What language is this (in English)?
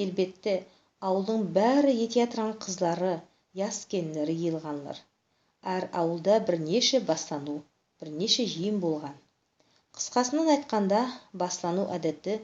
Nogai